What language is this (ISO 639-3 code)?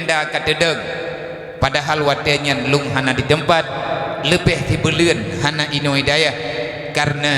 ace